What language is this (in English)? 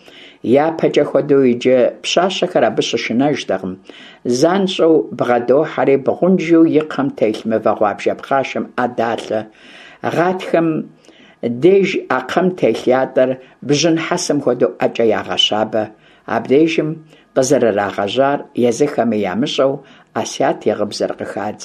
Kabardian